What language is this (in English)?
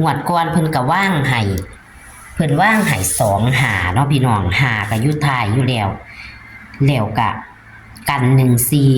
Northeastern Thai